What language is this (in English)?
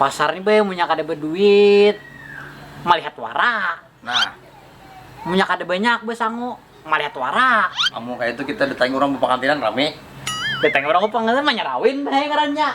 Banjar